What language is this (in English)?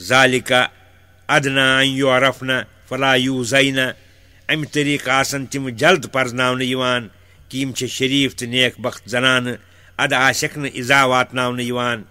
Kashmiri